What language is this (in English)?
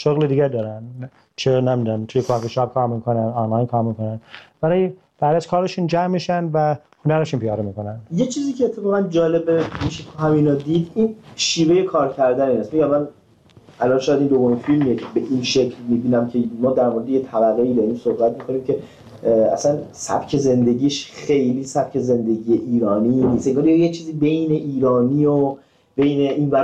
Persian